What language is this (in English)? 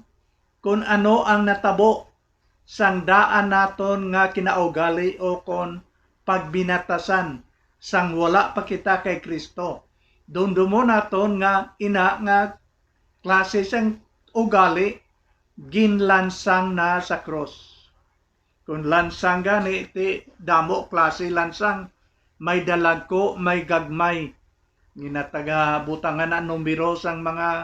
Hiligaynon